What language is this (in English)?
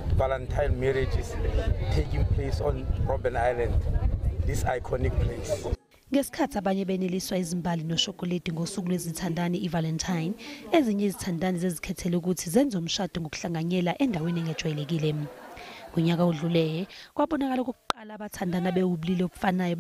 Zulu